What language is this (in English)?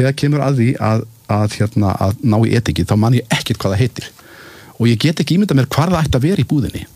Icelandic